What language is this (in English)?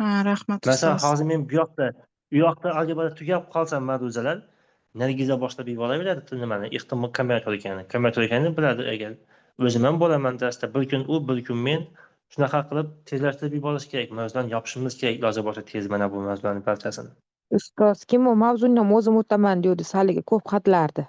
Uzbek